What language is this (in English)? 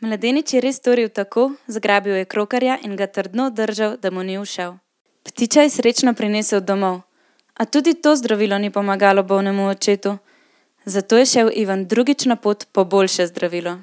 Slovenian